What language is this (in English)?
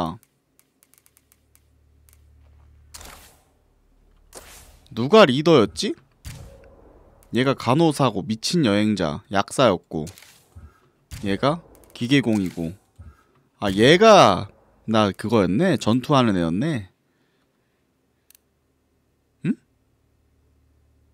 Korean